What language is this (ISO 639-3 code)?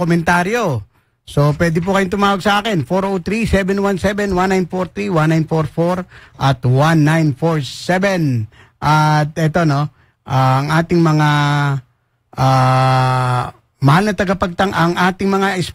fil